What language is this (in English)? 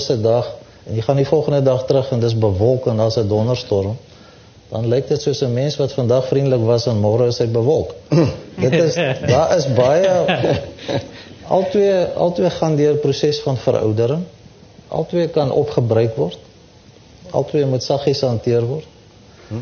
Afrikaans